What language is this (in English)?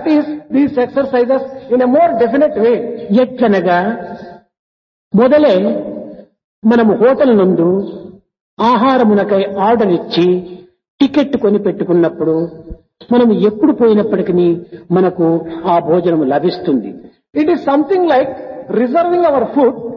Telugu